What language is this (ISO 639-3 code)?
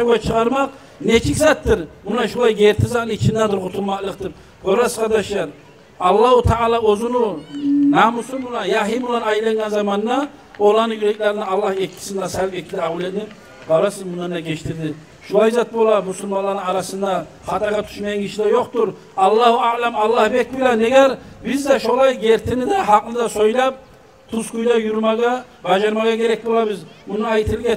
kum